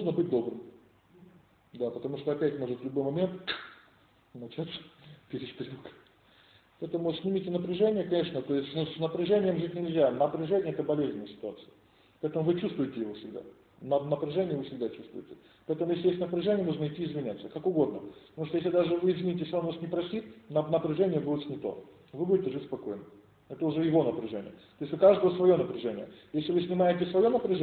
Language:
Russian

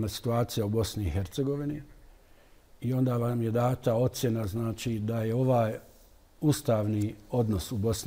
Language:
Bosnian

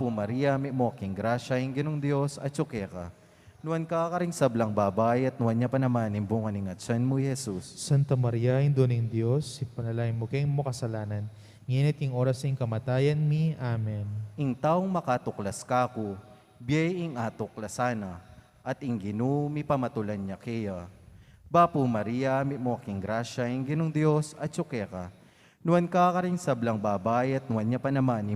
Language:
Pampanga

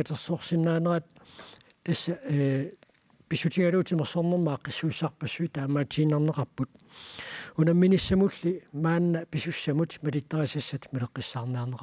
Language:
Kalaallisut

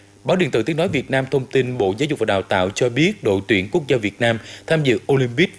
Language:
Vietnamese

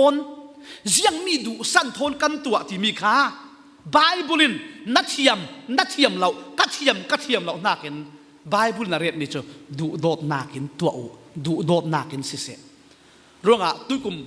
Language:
Falam Chin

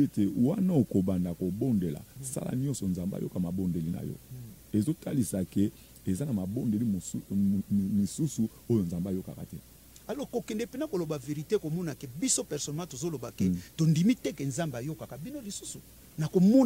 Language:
Lingala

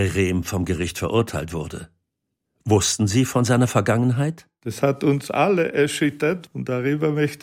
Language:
German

